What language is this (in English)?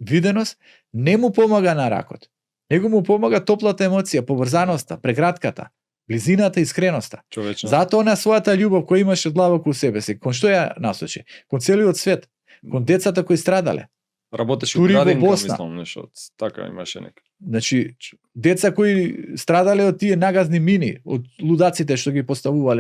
Macedonian